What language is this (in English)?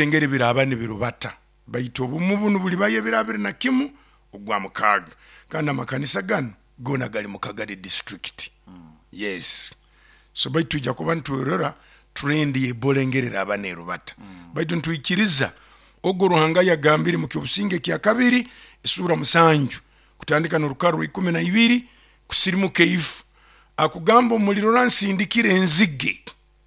Nyoro